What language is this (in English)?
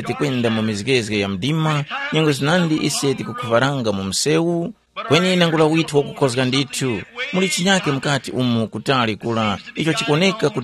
Tumbuka